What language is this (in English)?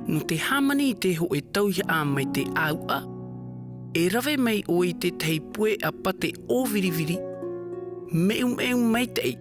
Tahitian